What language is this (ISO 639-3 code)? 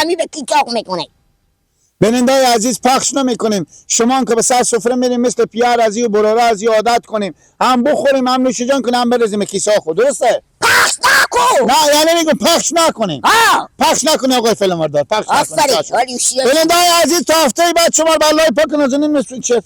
fas